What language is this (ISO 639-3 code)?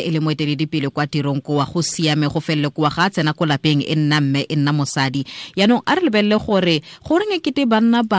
tsn